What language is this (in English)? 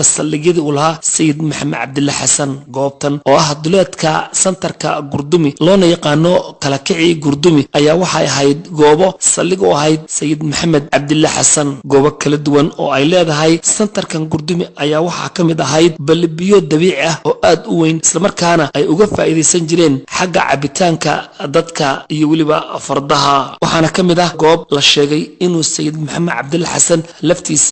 Somali